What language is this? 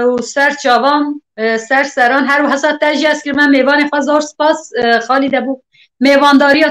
Kurdish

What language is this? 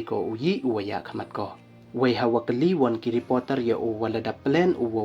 Pnar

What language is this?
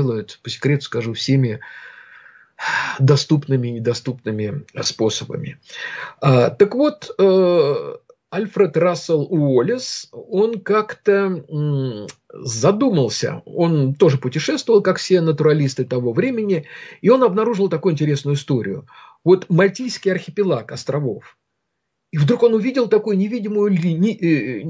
Russian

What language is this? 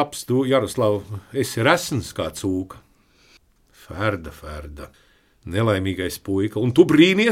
Latvian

